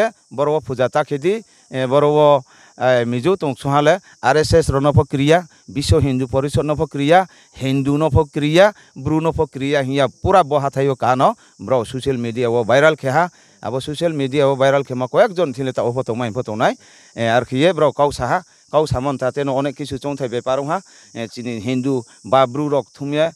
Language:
Riang (India)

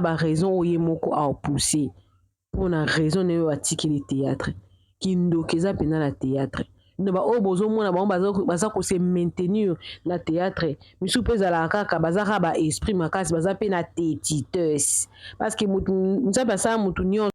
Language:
Lingala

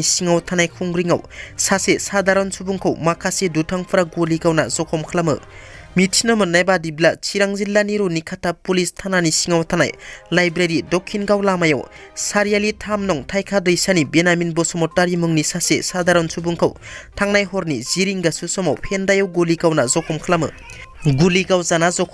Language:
Bodo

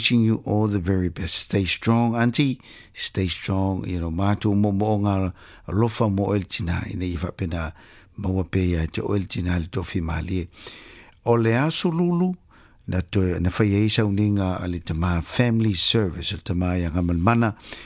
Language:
Samoan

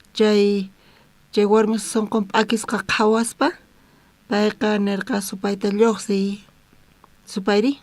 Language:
South Bolivian Quechua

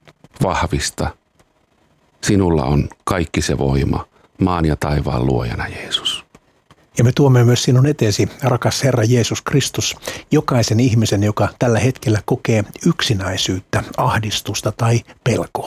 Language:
Finnish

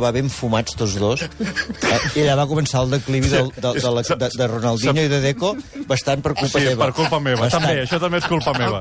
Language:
Catalan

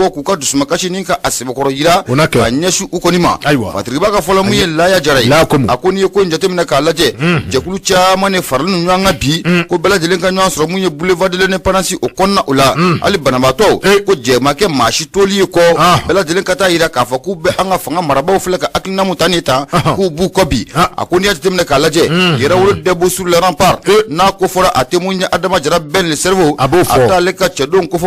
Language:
Bambara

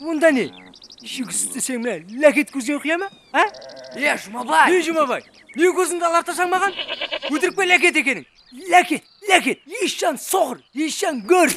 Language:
Kara-Kalpak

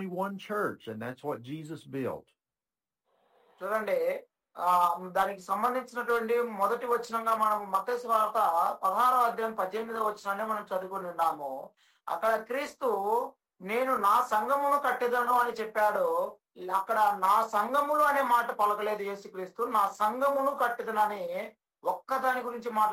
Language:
Telugu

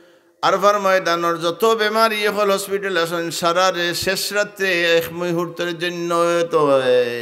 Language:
Sylheti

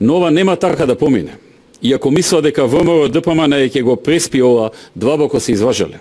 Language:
Macedonian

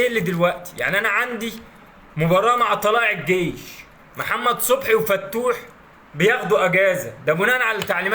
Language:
Egyptian Arabic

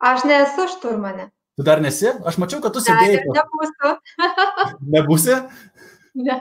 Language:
Lithuanian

